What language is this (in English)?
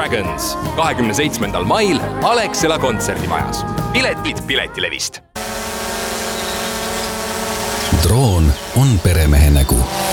Estonian